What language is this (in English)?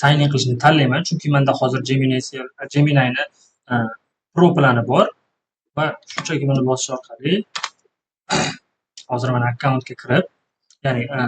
Uzbek